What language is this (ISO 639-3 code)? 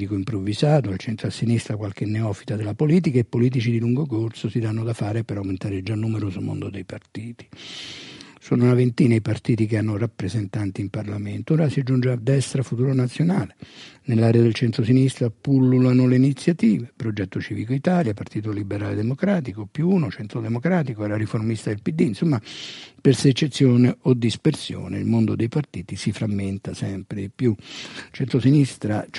ita